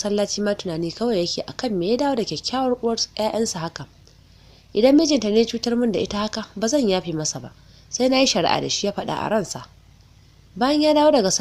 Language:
Hausa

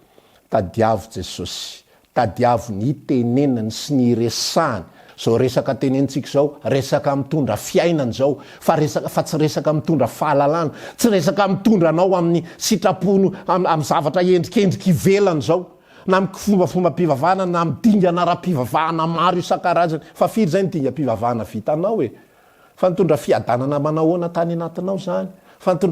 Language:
Malagasy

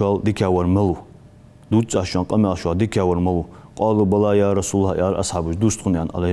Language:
Ingush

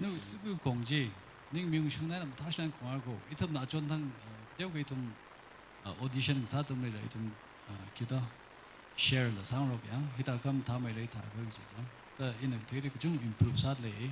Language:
Tangkhul Naga (India)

